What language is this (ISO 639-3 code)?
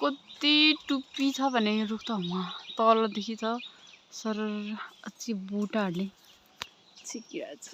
nep